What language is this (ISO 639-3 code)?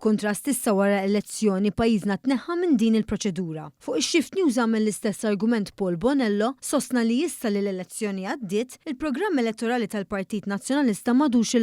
mlt